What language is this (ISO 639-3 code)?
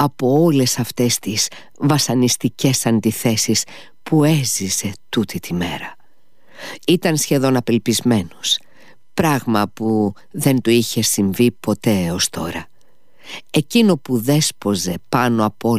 ell